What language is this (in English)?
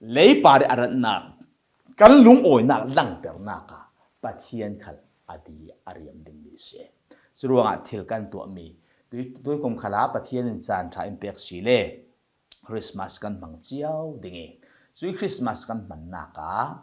Falam Chin